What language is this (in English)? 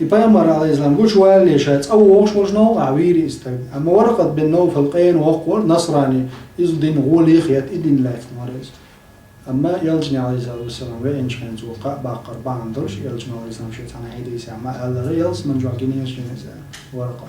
Chechen